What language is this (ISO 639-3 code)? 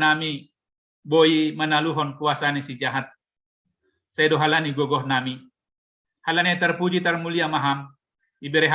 bts